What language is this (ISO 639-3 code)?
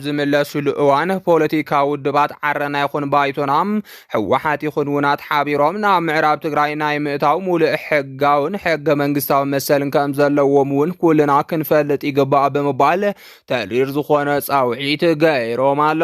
tir